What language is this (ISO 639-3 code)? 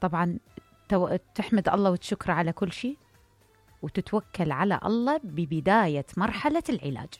acm